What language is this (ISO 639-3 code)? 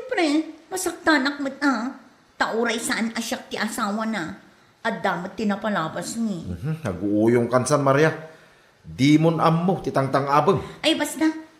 ilo